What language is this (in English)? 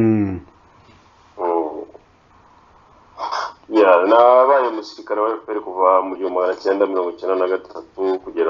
Kinyarwanda